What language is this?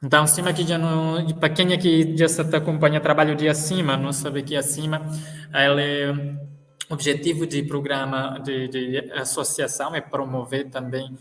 Kabuverdianu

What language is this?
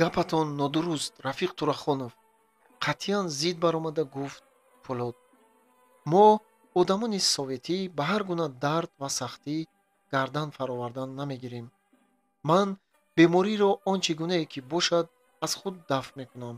Tajik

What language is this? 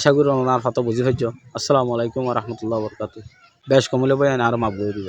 Rohingya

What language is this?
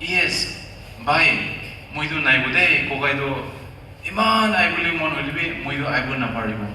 Naga Pidgin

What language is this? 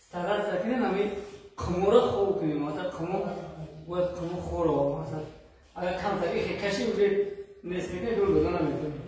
Tajik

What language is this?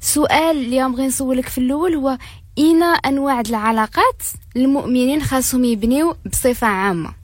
Moroccan Arabic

